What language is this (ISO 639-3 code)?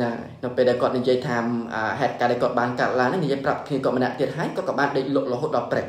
khm